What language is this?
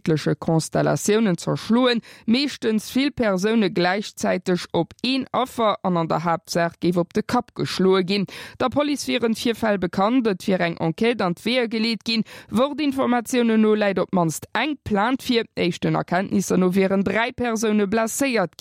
Luxembourgish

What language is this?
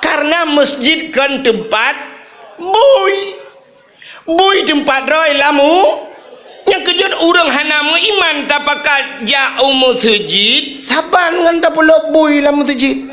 Achinese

